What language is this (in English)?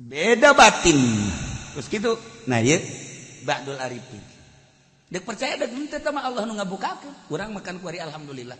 Sundanese